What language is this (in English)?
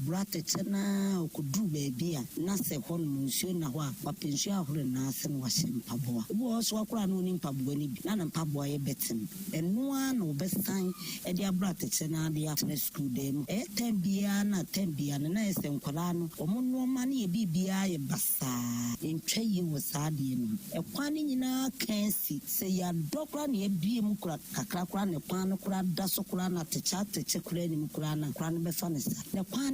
Akan